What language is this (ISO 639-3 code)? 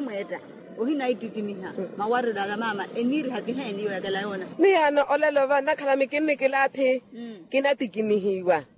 vmw